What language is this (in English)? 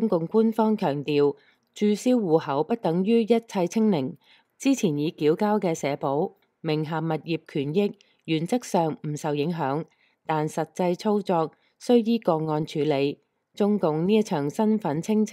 Cantonese